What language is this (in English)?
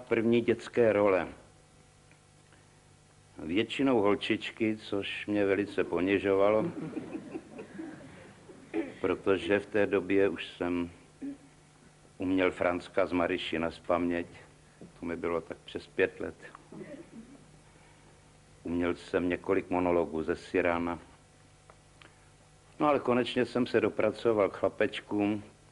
Czech